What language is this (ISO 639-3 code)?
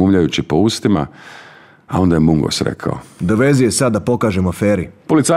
hrv